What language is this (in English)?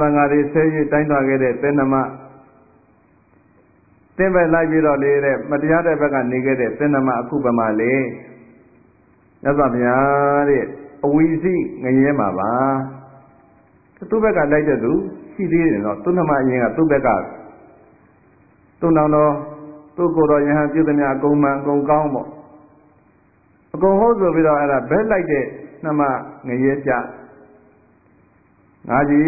Burmese